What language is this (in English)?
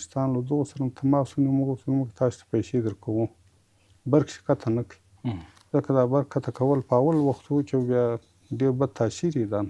Pashto